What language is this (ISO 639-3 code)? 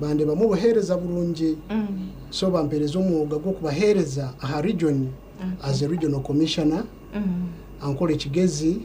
nyn